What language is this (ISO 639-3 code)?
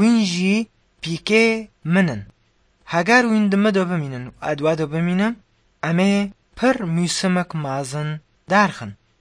ckb